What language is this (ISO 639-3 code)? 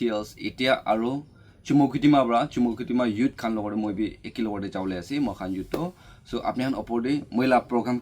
nag